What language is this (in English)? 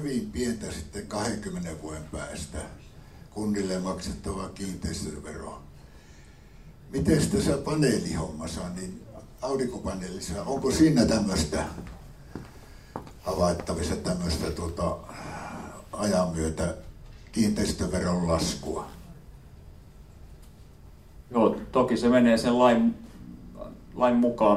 Finnish